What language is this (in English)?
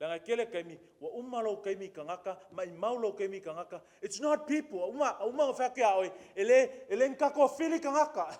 Samoan